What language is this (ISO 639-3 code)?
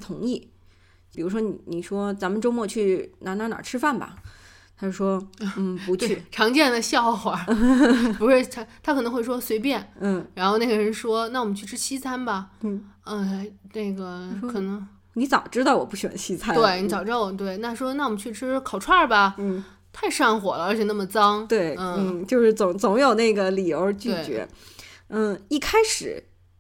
zho